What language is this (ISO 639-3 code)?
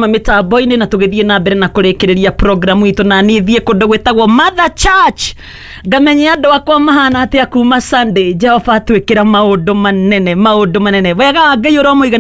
kik